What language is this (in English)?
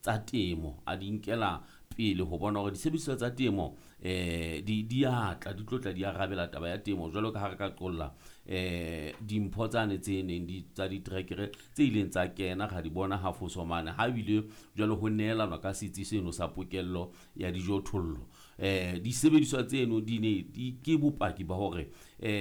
Southern Sotho